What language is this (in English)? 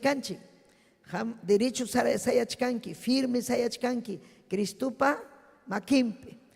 Ayacucho Quechua